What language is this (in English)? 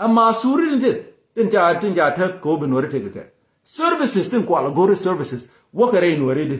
Nuer